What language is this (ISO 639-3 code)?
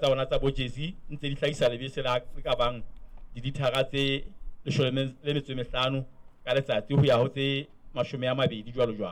sot